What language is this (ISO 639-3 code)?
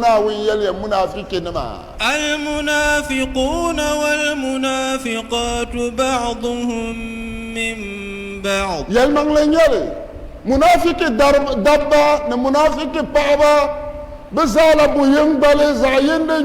dag